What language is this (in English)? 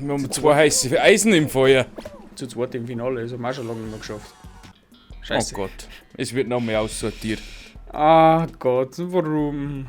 Bavarian